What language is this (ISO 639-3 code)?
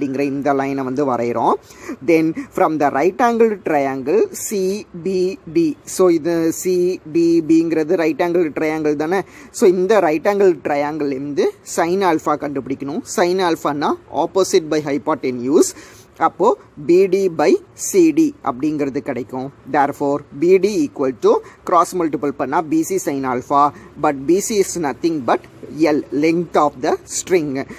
tam